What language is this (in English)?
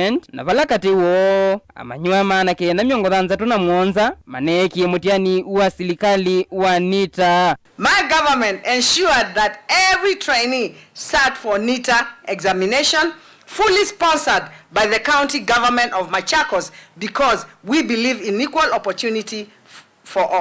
Kamba